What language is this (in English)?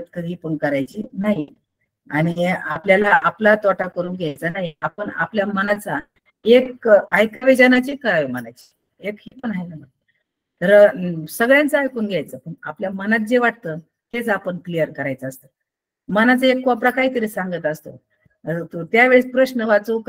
Marathi